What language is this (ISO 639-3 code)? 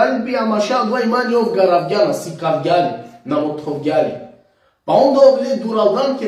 rmn